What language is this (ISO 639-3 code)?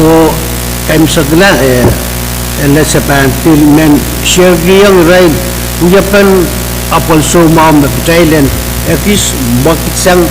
pon